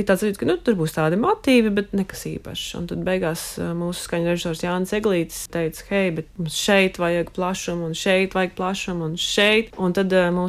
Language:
Latvian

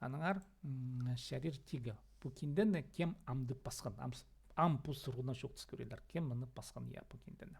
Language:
Khakas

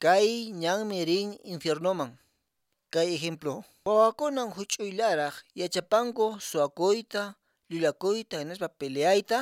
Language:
Quechua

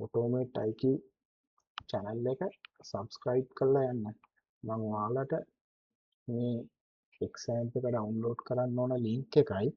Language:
Sinhala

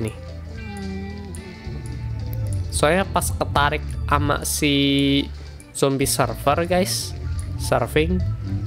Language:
Indonesian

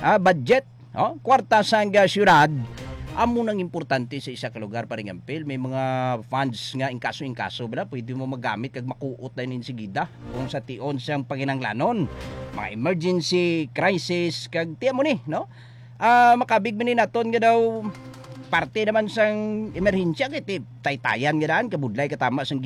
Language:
Hiligaynon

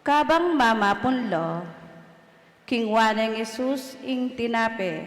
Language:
Pampanga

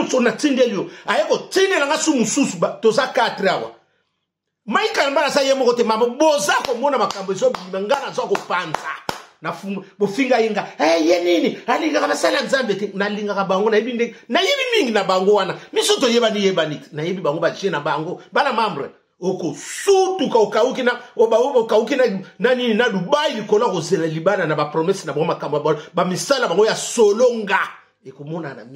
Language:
Lingala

